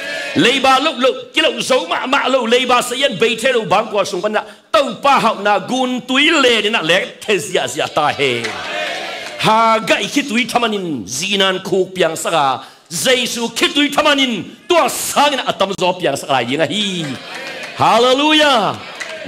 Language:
Tedim Chin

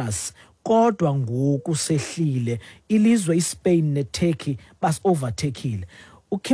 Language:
Xhosa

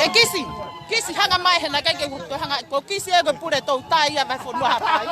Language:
Tongan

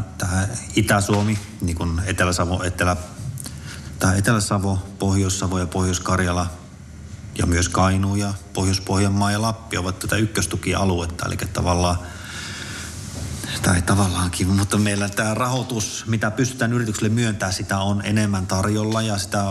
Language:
Finnish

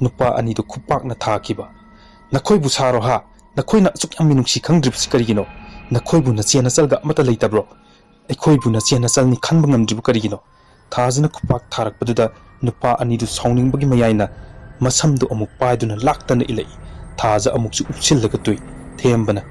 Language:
Manipuri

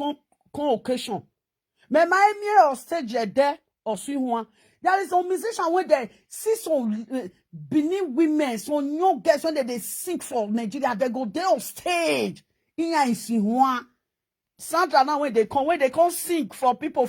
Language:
Nigerian Pidgin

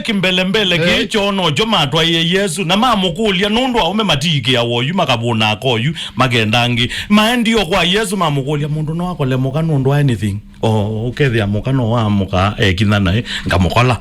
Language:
Kamba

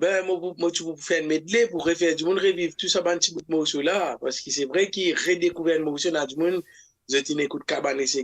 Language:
Morisyen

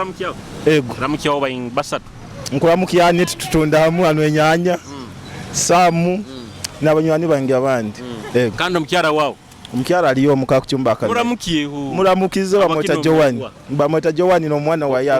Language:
Nyoro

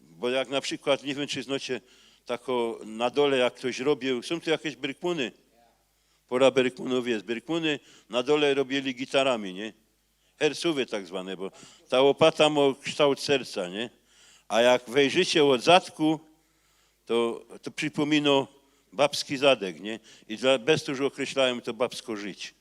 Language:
Silesian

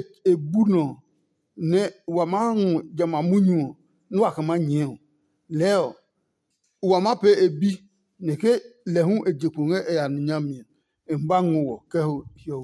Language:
Adangme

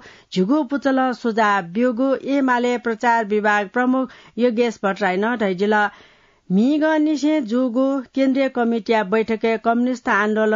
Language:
Newari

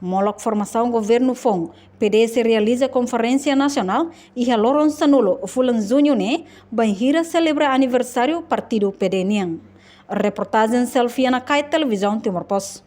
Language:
Tetum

